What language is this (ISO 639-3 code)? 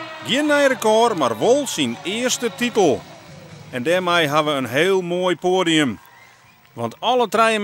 fry